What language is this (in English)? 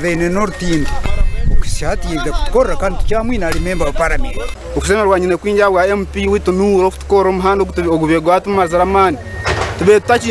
Nyankole